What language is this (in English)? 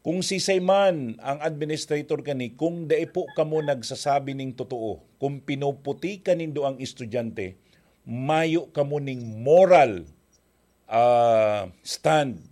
Bikol